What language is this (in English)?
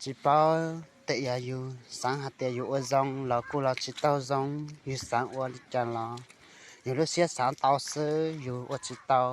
Hmong